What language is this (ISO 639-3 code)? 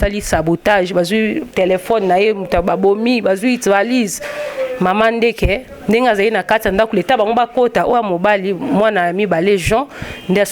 lin